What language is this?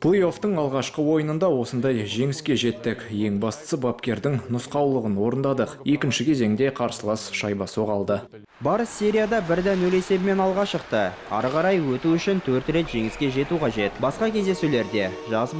Kazakh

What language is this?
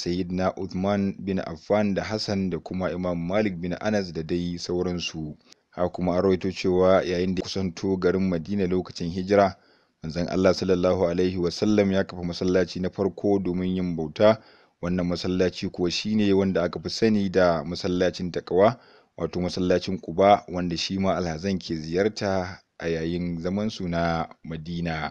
Hausa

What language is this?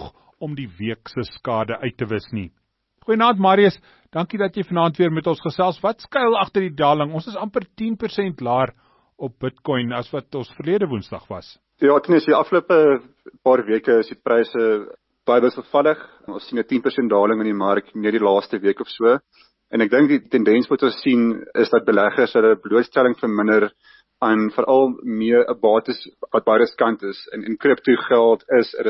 Afrikaans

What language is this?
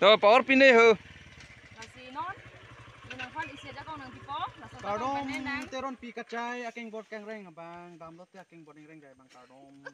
Karbi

